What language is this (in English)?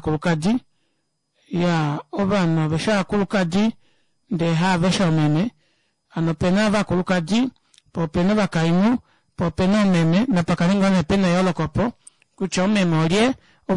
Kuanyama